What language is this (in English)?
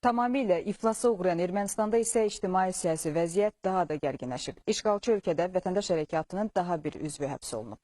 Azerbaijani